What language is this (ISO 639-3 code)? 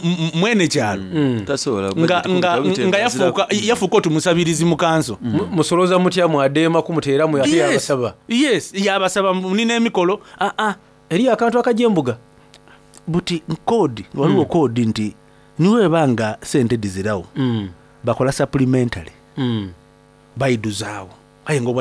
xog